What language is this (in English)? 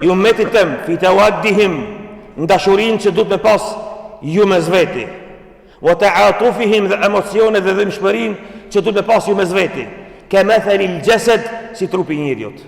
Albanian